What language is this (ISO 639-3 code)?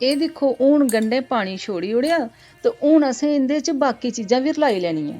doi